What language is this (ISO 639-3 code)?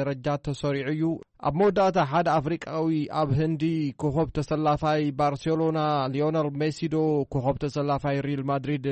tir